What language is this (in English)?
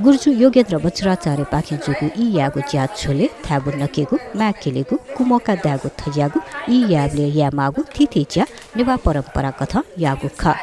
Newari